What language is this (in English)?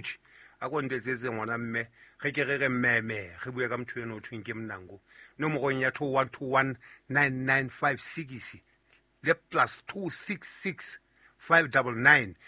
Southern Sotho